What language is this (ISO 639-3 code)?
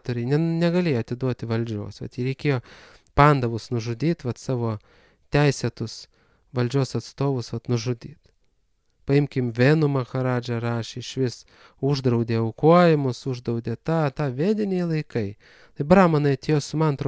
lit